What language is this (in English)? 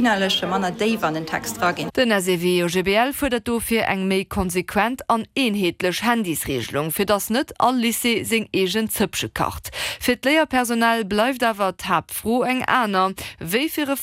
Luxembourgish